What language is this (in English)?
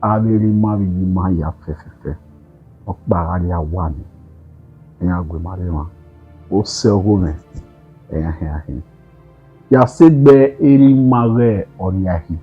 Bini